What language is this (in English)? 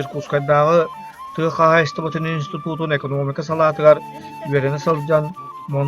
Yakut